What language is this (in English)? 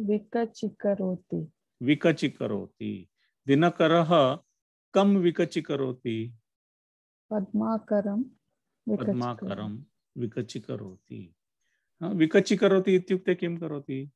Sanskrit